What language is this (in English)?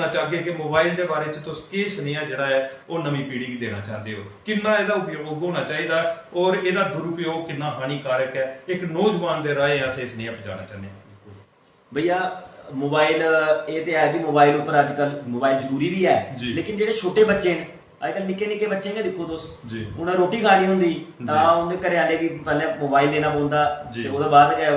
Dogri